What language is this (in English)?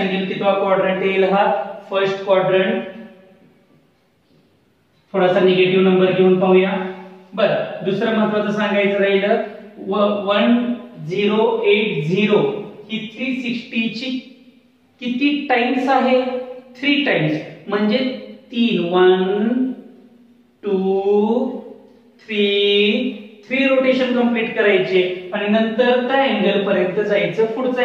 Marathi